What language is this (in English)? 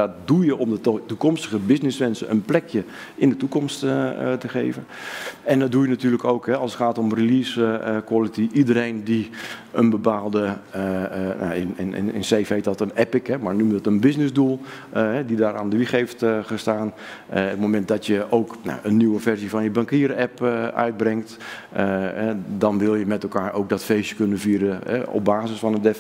Dutch